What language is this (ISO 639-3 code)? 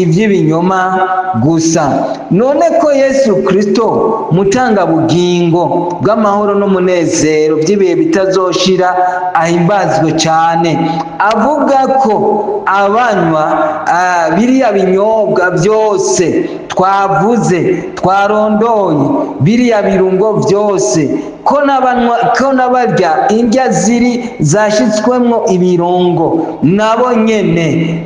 run